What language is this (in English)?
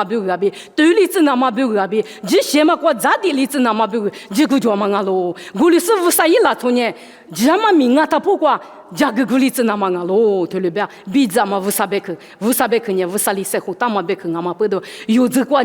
Lisu